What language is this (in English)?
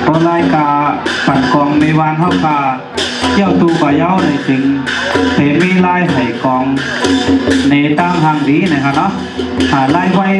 Shan